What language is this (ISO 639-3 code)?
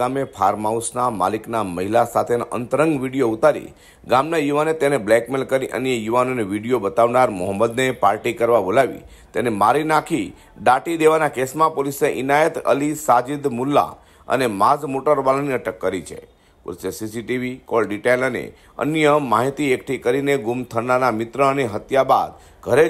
guj